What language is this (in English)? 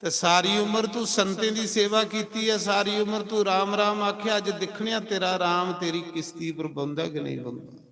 Dogri